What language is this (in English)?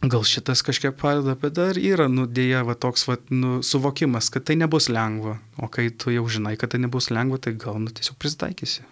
Lithuanian